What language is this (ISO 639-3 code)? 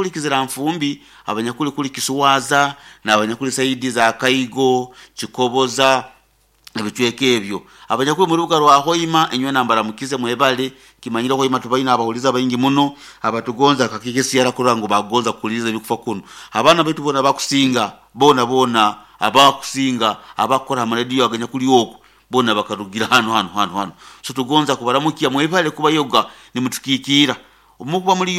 nyn